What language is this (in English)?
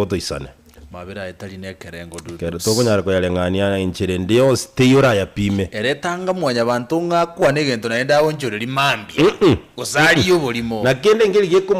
Gusii